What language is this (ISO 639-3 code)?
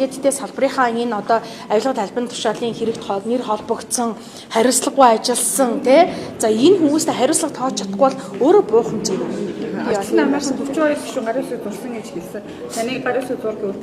mon